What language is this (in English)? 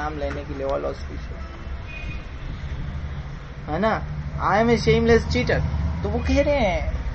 Hindi